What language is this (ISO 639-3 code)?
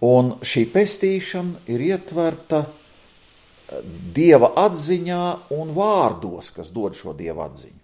lav